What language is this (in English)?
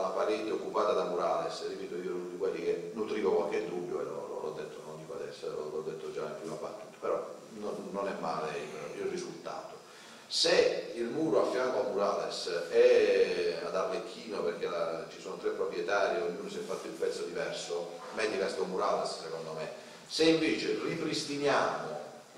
Italian